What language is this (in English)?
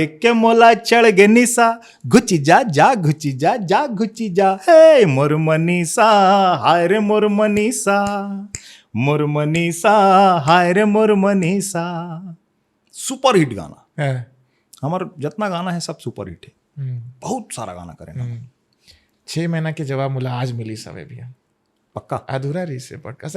Chhattisgarhi